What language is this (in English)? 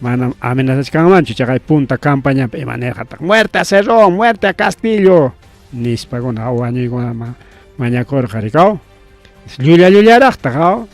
Ayacucho Quechua